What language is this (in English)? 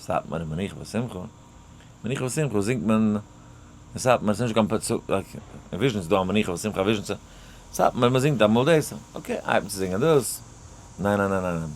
Yiddish